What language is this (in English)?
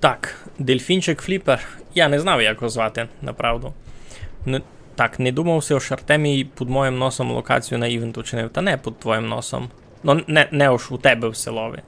Rusyn